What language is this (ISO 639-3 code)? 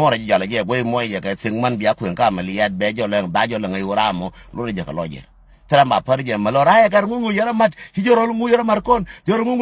nus